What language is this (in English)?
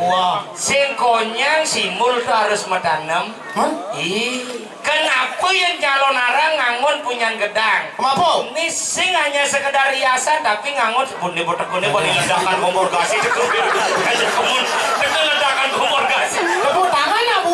Balinese